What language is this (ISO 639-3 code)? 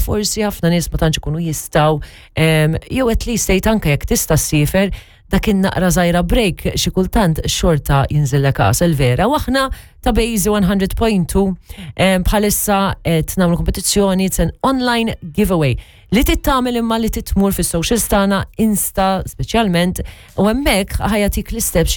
mlt